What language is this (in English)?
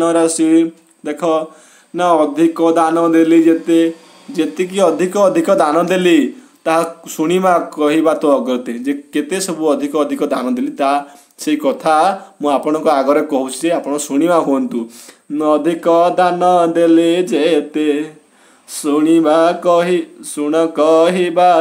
Odia